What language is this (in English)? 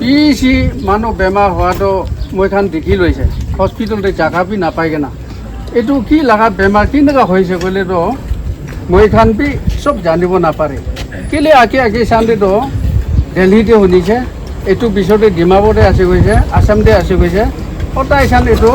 Naga Pidgin